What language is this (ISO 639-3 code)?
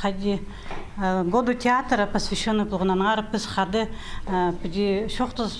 kjh